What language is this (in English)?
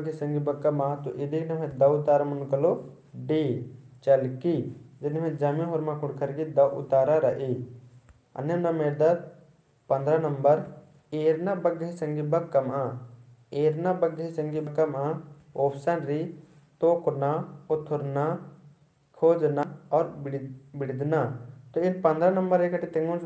Kurukh